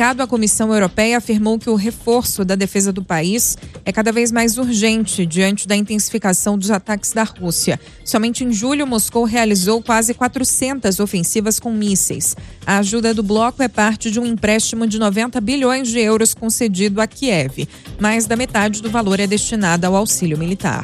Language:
Portuguese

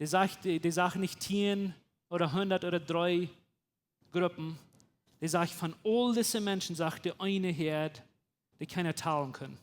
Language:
Plautdietsch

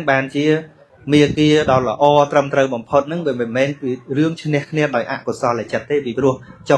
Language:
Khmer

